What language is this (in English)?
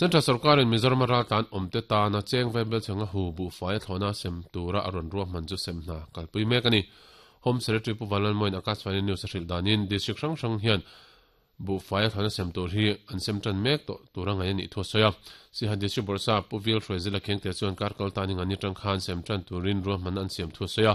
Mizo